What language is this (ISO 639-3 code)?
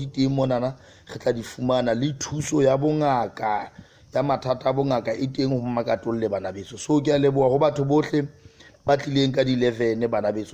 sot